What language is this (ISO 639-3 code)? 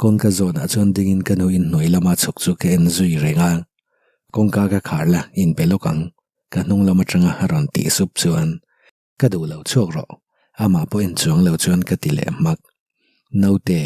lus